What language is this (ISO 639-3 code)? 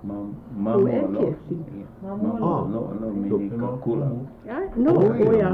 haw